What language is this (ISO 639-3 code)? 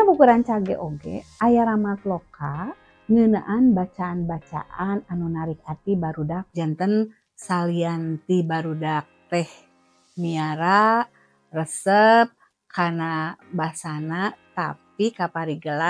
sun